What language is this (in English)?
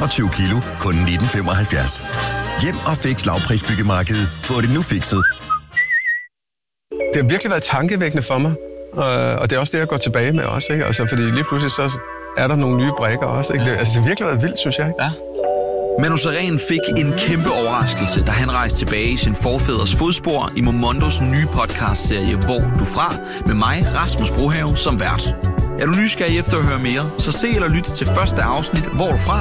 Danish